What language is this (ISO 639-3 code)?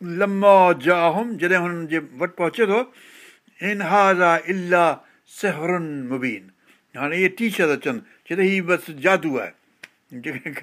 snd